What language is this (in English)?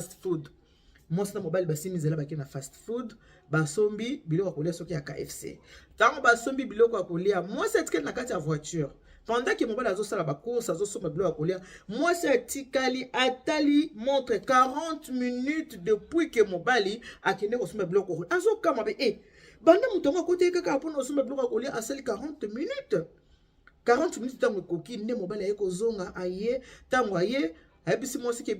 Lingala